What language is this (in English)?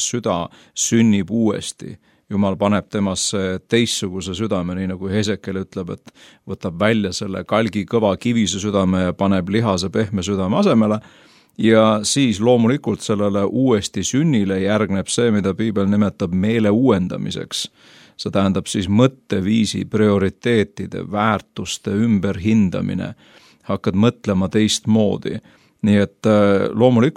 Estonian